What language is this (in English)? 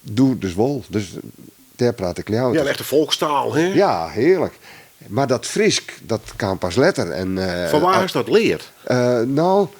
Western Frisian